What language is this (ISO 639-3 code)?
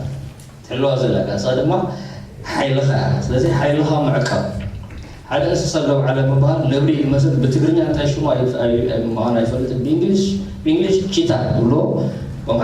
tir